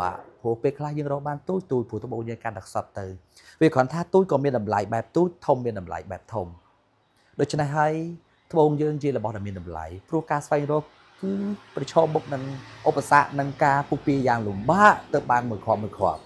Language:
Khmer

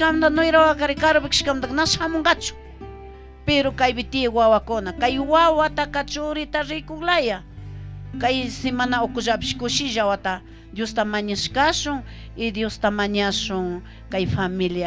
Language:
Chimborazo Highland Quichua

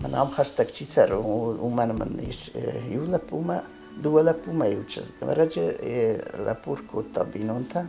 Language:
Ossetic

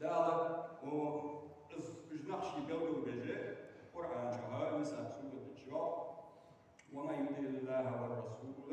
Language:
Ingush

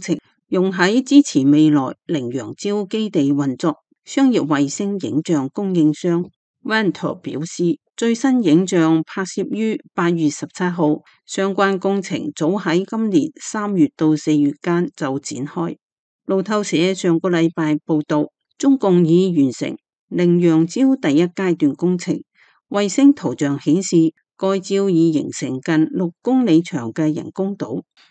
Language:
Cantonese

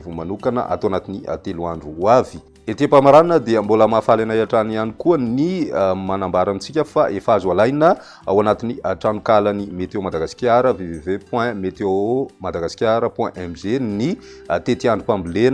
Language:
Malagasy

